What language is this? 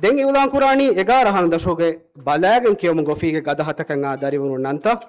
Divehi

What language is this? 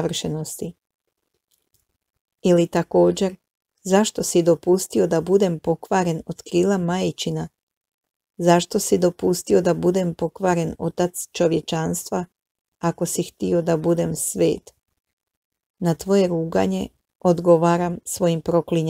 Croatian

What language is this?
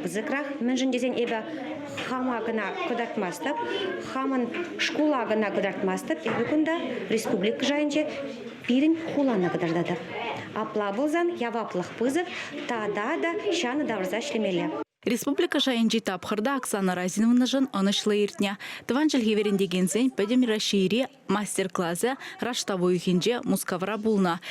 Chuvash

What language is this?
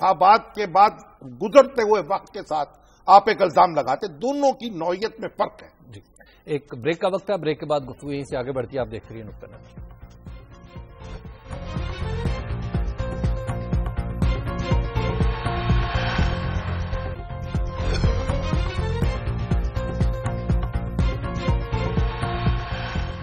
Urdu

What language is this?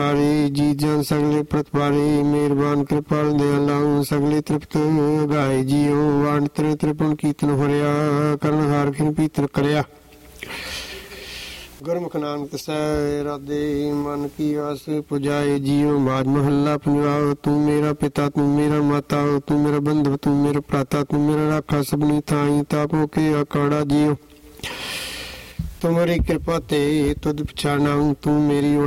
Punjabi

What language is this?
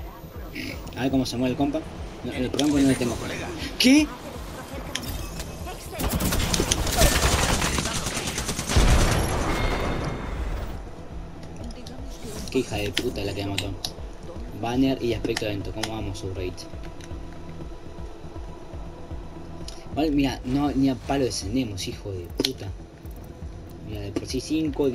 Spanish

